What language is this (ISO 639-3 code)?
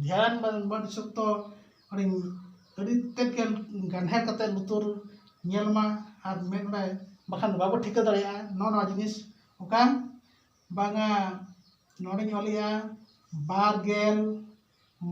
sat